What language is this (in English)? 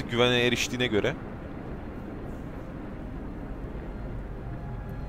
Turkish